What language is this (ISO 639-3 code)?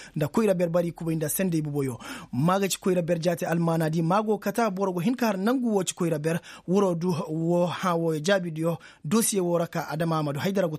ses